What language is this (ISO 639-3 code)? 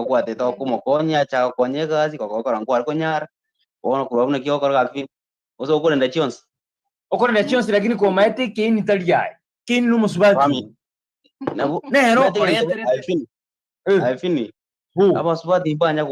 guz